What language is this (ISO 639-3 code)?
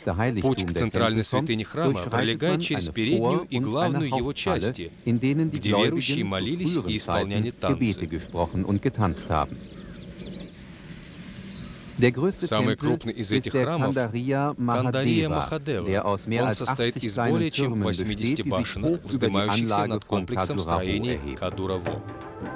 rus